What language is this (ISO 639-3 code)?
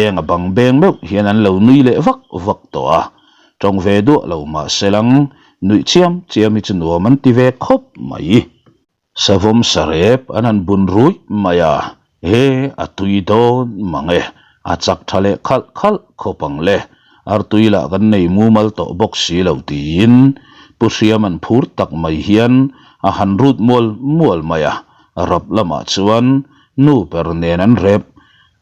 lus